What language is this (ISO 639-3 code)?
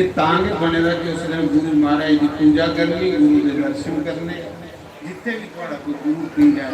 doi